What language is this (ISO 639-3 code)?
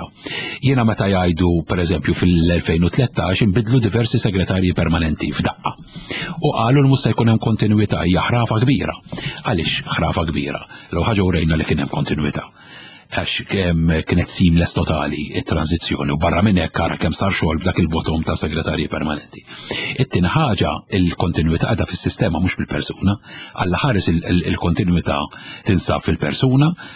mlt